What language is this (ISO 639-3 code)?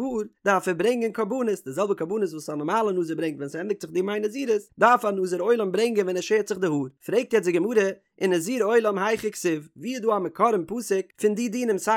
yid